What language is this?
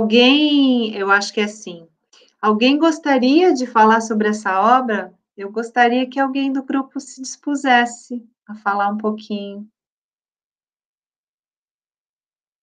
Portuguese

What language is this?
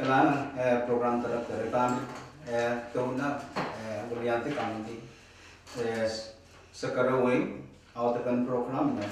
Pohnpeian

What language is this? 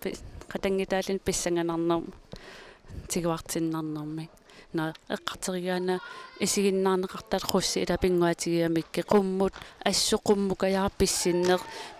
Kalaallisut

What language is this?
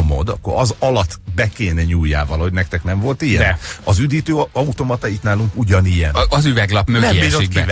Hungarian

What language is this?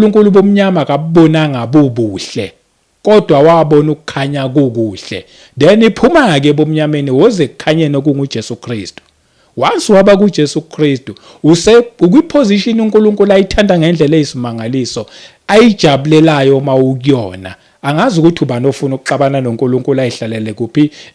Zulu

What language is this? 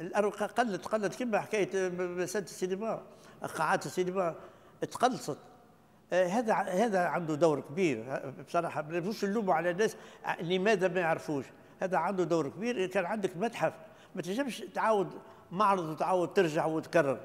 Tunisian Arabic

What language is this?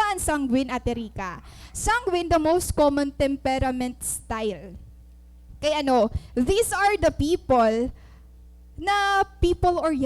Waray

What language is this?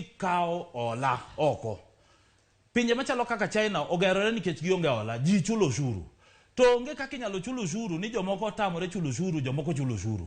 Luo (Kenya and Tanzania)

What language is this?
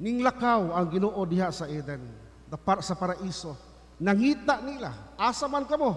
Cebuano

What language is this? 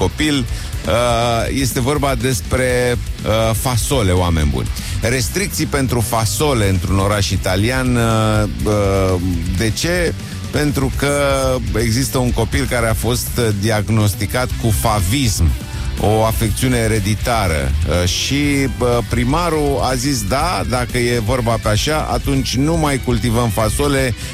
Romanian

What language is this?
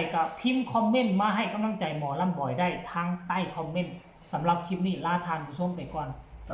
Northeastern Thai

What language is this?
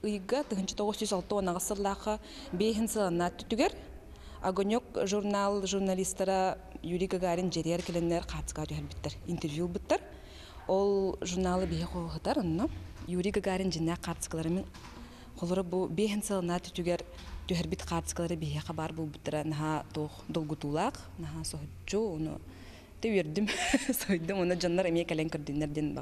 Yakut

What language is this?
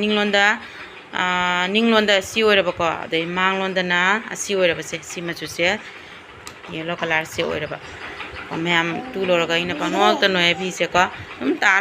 Manipuri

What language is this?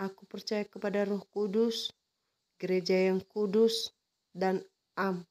Nias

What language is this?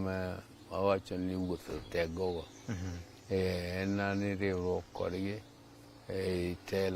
Luo (Kenya and Tanzania)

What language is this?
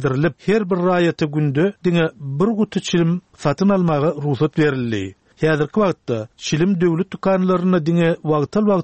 Turkmen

